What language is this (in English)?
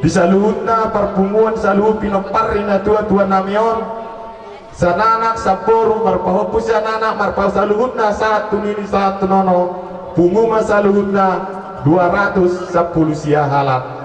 Batak Toba